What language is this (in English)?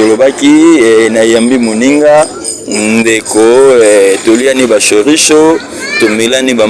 Lingala